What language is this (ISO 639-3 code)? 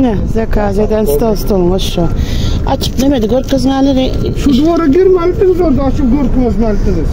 tuk